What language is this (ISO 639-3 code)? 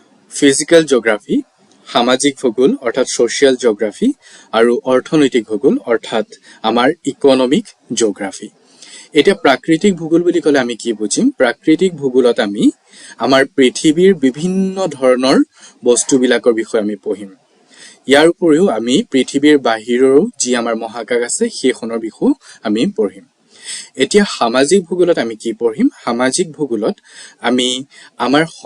asm